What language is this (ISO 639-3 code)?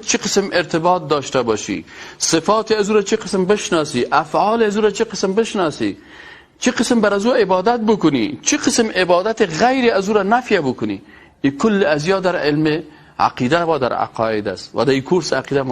fas